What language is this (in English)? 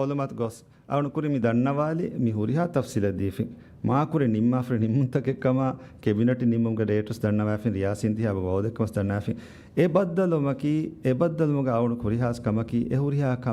Divehi